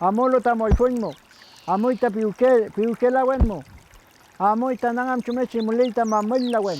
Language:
Mapuche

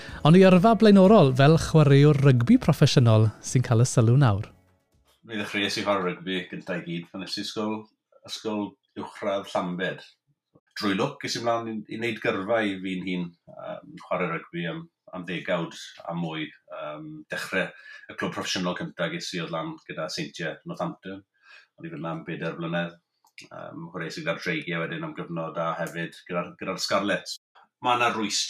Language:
Welsh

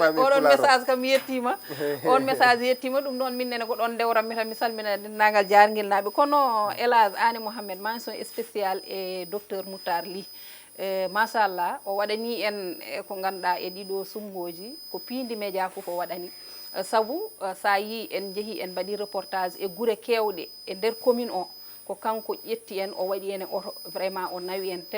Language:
Fula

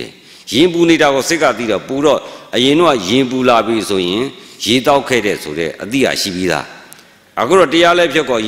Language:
Burmese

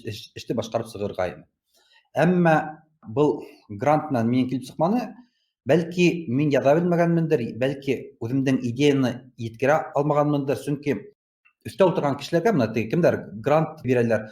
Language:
Bashkir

